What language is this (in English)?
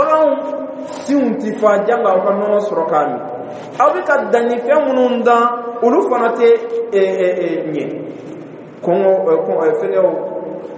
Dyula